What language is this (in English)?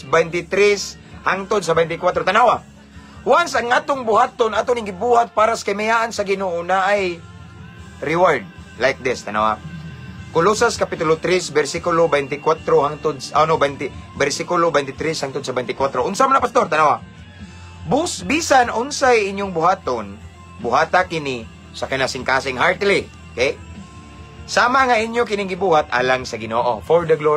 Cebuano